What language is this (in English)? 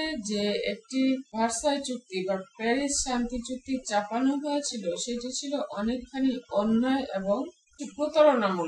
Bangla